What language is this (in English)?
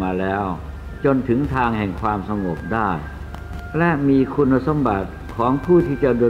Thai